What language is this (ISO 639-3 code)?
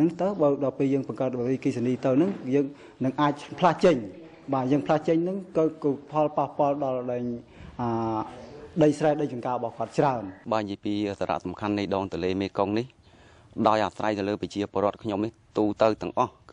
khm